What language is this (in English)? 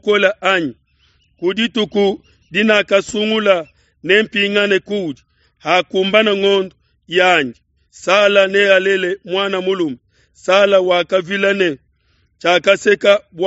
Luba-Lulua